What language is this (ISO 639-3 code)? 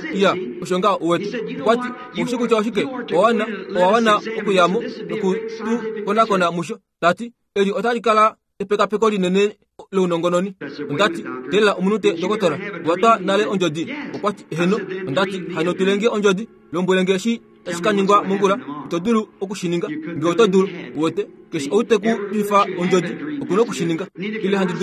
kua